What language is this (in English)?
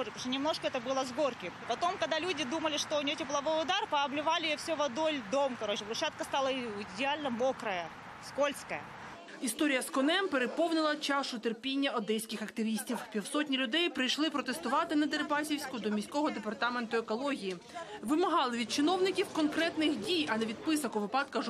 Ukrainian